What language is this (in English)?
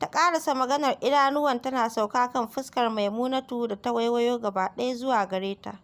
Hausa